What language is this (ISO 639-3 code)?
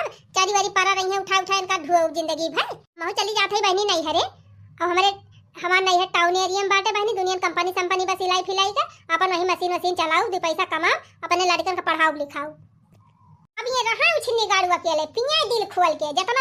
awa